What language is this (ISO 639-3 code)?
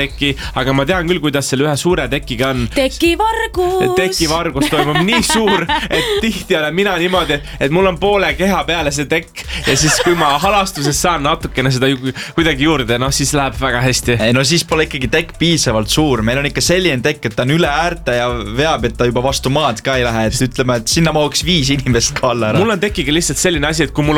est